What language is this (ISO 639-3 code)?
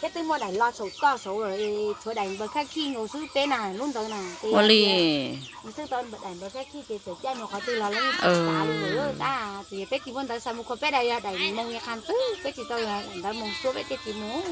hmn